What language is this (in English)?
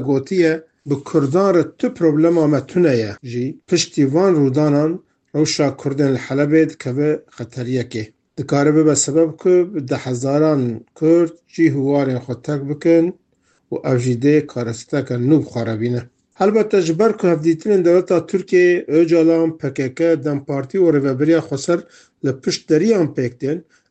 Kurdish